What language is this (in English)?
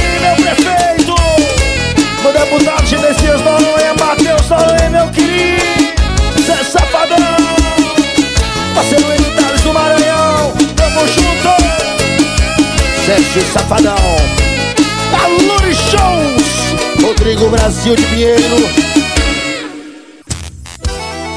Portuguese